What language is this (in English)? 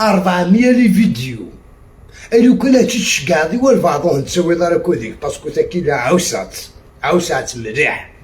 Algerian Arabic